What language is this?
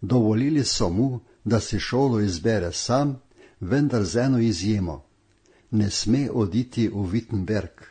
Slovenian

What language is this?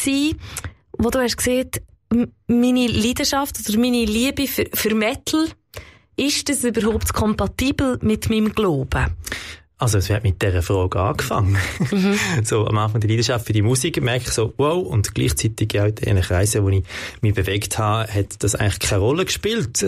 Swiss German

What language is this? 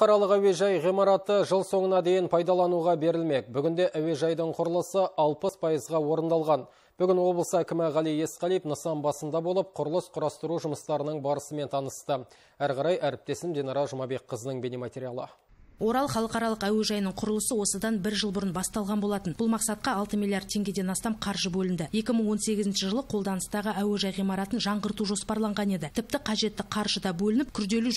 Kazakh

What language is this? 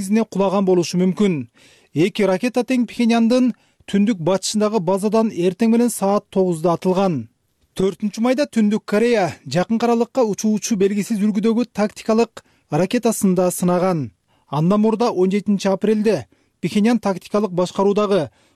Kyrgyz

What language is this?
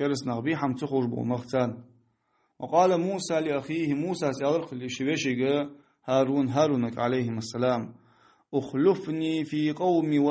Ingush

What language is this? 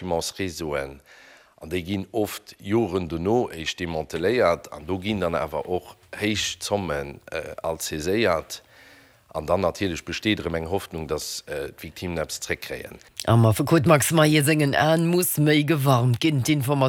Luxembourgish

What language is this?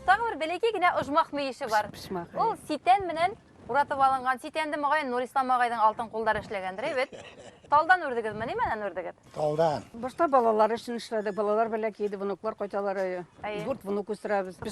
Bashkir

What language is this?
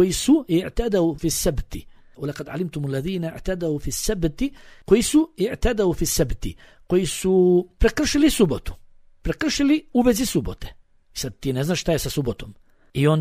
Bosnian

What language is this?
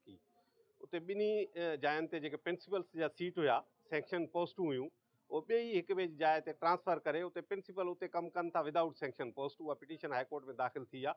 Sindhi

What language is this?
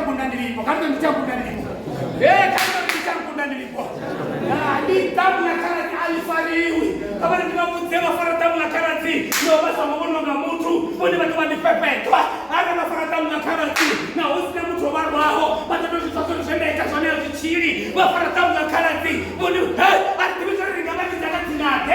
Venda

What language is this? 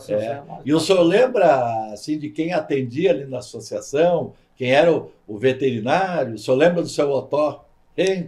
Portuguese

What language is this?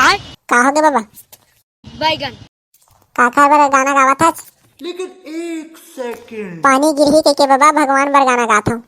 Chhattisgarhi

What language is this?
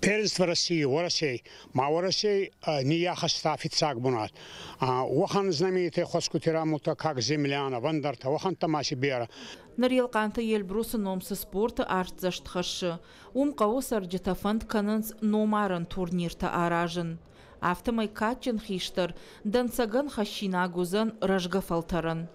Ossetic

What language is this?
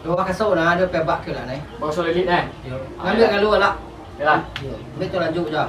Minangkabau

